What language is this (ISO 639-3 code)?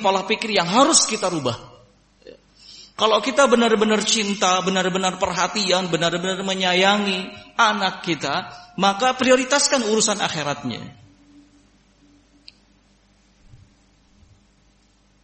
ind